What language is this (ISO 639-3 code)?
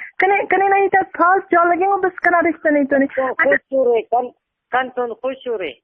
brh